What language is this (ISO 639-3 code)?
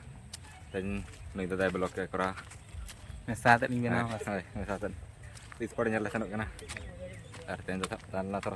sat